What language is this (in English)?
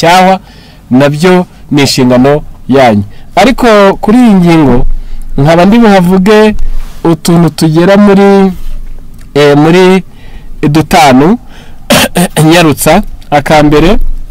Kinyarwanda